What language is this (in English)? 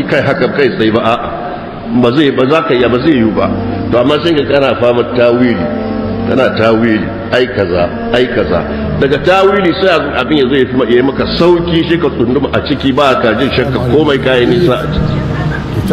Hausa